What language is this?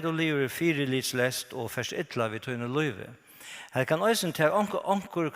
Faroese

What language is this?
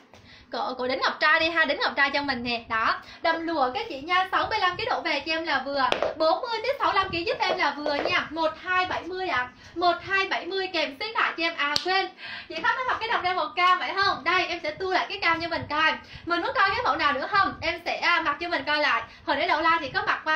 Vietnamese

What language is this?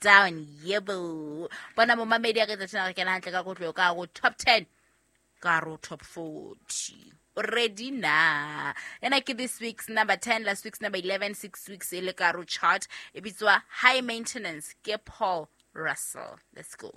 Southern Sotho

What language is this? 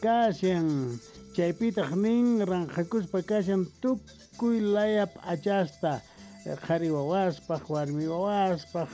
South Bolivian Quechua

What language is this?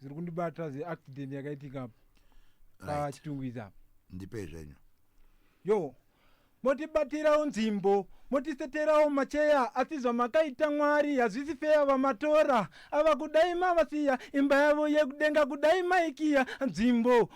Shona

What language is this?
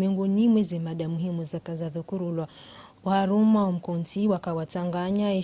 Ngazidja Comorian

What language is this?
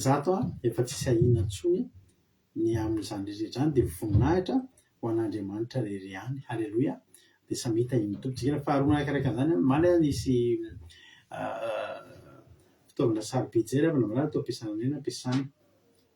Malagasy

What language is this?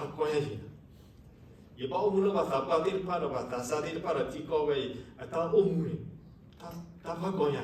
S'gaw Karen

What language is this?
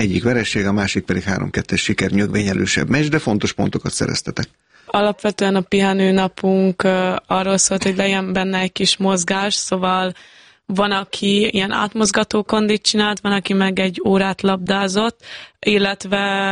Hungarian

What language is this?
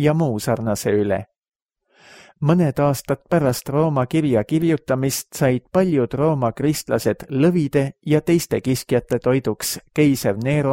Estonian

